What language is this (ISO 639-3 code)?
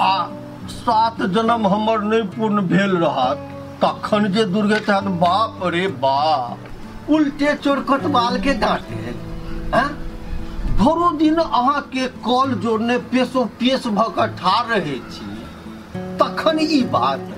mai